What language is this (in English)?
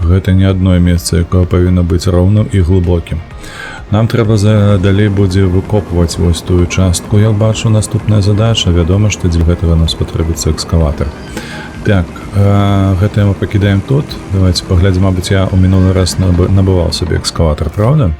Belarusian